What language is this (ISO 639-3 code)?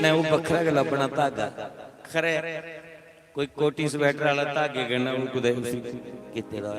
doi